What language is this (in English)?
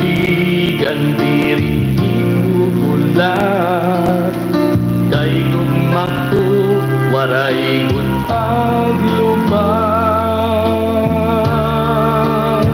Waray